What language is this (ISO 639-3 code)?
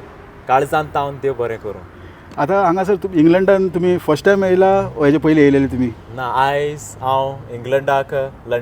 kok